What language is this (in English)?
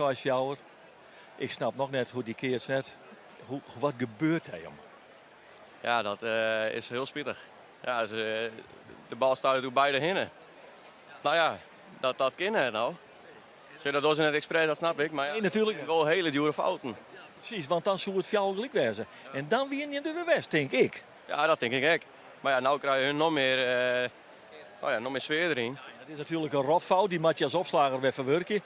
Western Frisian